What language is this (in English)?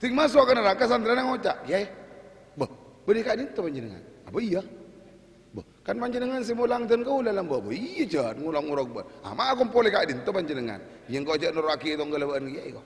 Madurese